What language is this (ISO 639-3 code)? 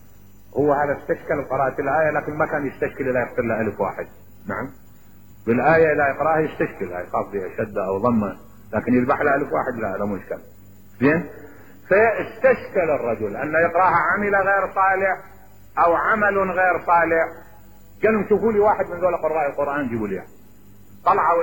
ara